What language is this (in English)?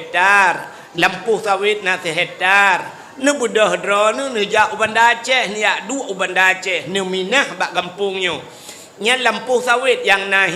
Achinese